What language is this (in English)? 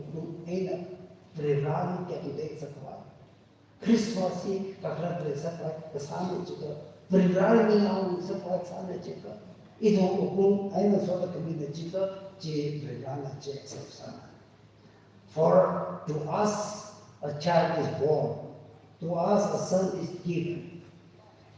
Tangkhul Naga (India)